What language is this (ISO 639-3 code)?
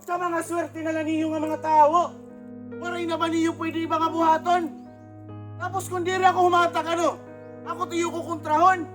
war